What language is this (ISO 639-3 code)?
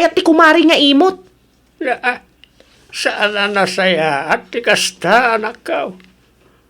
ilo